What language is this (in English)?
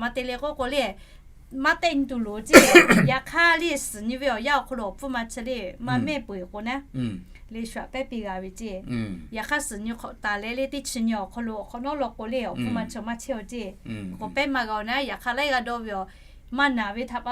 Lahu